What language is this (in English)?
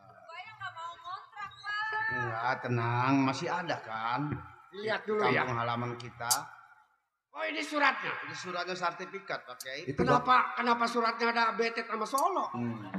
Betawi